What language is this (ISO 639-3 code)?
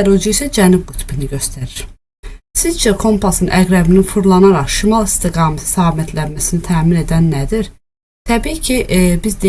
aze